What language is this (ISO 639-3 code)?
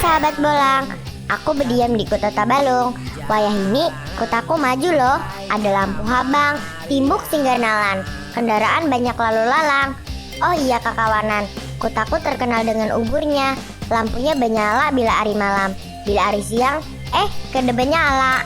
bjn